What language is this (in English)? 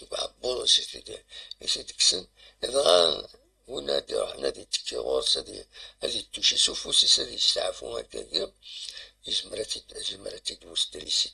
Kabyle